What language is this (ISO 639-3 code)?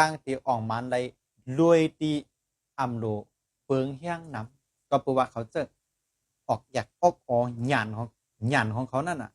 shn